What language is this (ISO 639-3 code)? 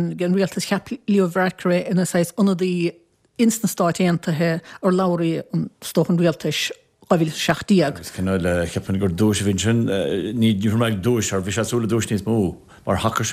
gle